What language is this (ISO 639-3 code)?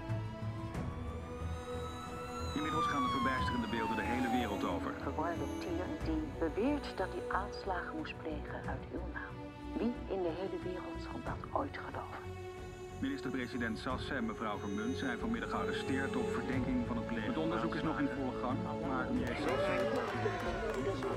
nld